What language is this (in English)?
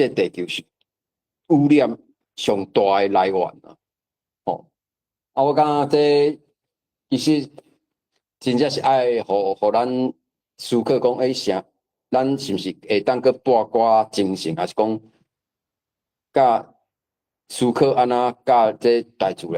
Min Nan Chinese